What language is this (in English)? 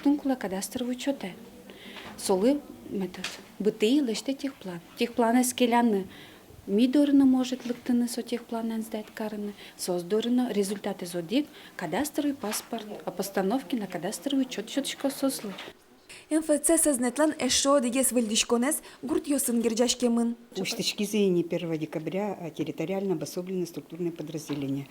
Udmurt